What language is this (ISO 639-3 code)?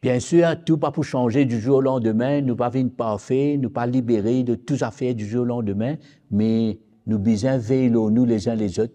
mfe